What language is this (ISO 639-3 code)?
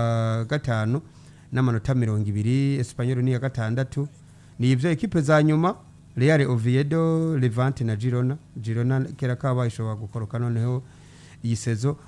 run